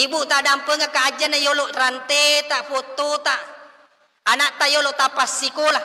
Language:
Buginese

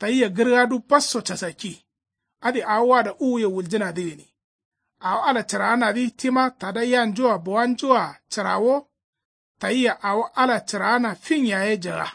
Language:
Kanuri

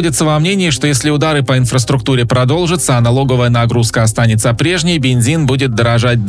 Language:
Russian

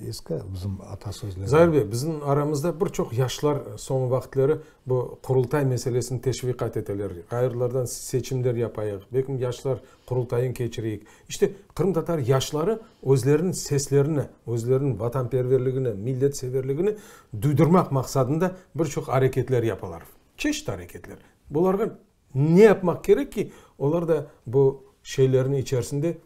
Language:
Crimean Tatar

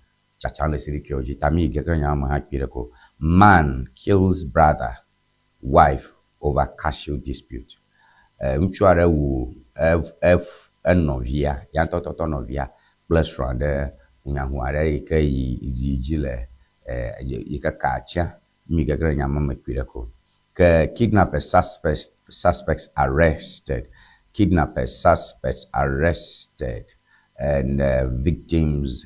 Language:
Ewe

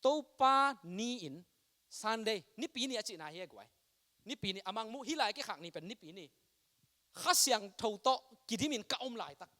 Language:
Tedim Chin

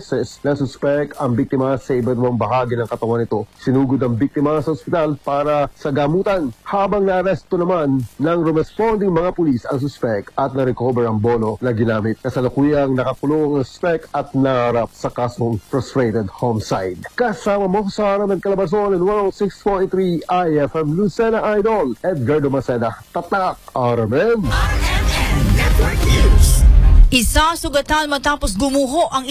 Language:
Filipino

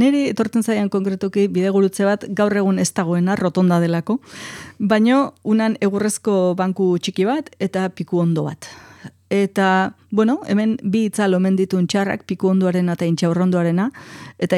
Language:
Basque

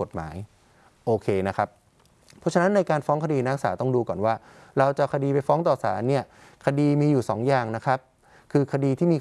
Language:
Thai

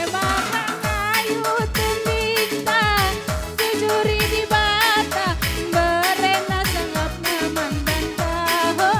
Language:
Batak Karo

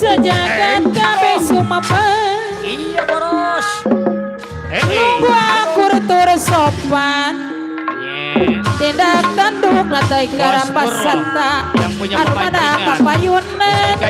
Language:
Betawi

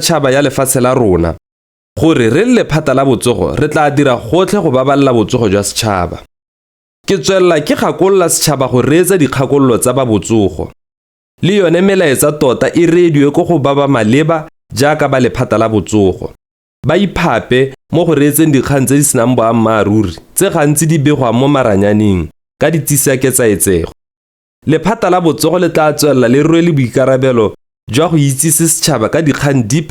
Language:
Tswana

